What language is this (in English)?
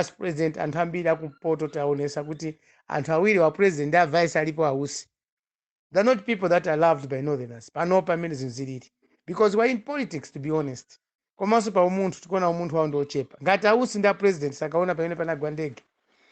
Nyanja